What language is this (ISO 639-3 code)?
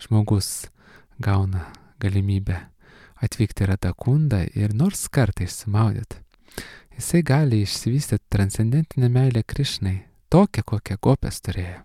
lit